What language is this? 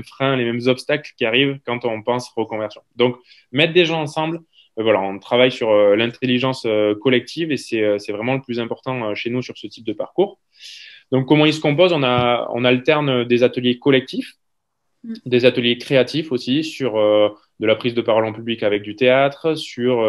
French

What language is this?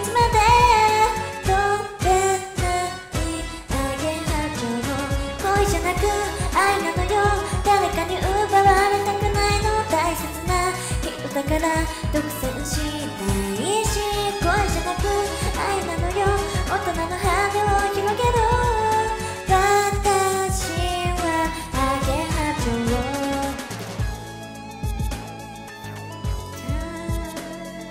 Japanese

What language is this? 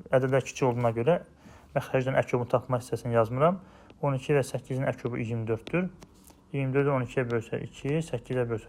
Azerbaijani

